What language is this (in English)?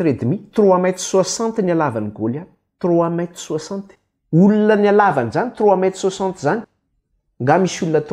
Malagasy